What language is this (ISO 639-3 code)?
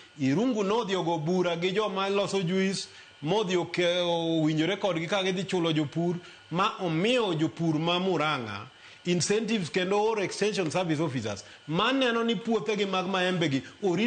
luo